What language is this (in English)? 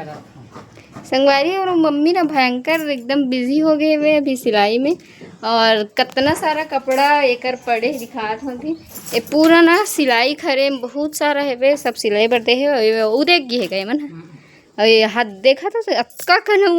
Chhattisgarhi